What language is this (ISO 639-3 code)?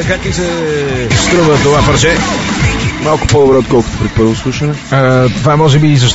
bul